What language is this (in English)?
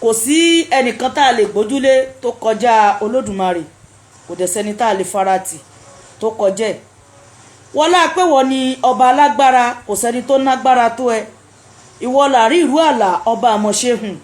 Yoruba